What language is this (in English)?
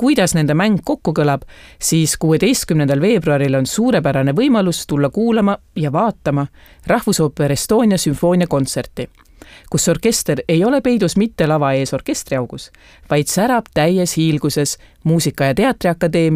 Estonian